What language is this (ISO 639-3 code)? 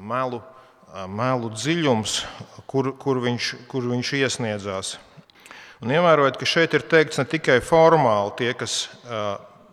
lav